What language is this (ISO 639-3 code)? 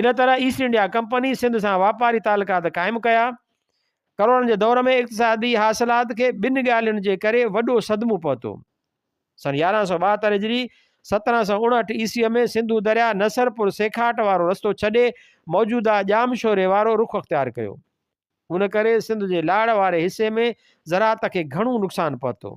snd